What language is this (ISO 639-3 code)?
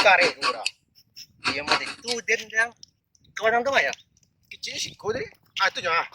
min